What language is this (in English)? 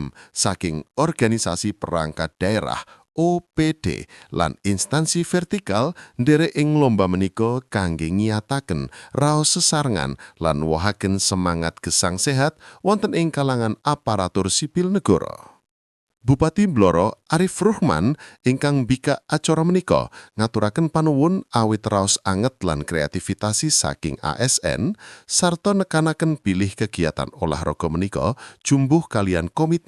Javanese